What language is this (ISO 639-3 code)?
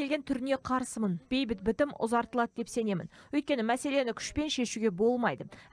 kaz